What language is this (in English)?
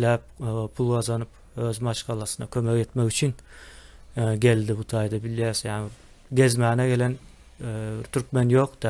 Turkmen